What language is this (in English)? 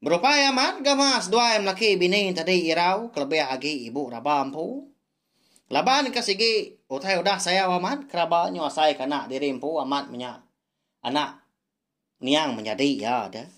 Iban